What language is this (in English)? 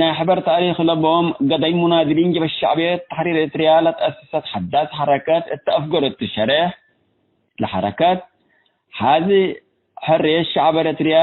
Tigre